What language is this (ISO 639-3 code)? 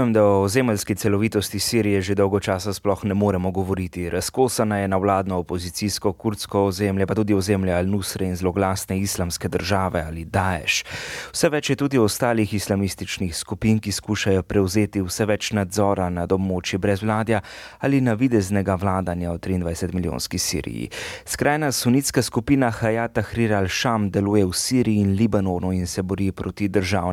slv